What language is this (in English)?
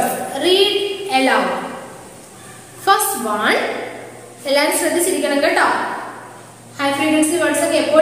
Malayalam